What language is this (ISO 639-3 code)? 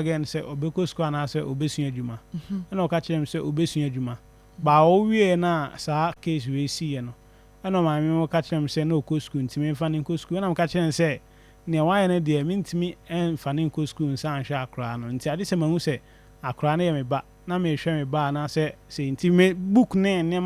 aka